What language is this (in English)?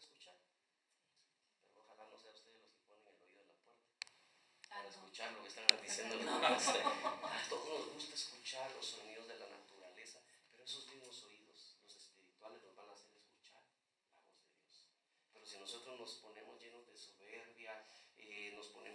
Spanish